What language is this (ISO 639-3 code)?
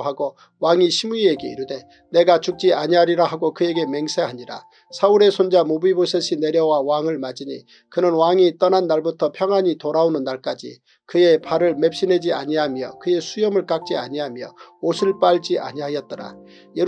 kor